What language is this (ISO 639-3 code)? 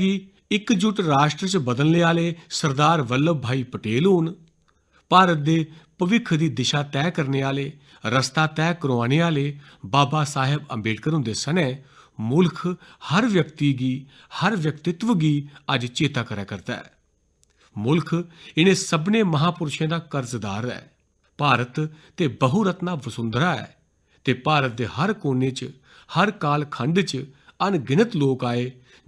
doi